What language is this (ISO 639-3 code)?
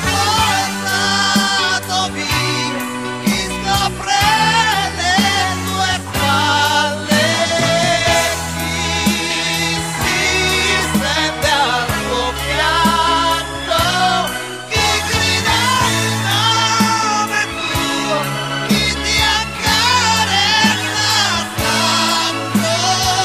ita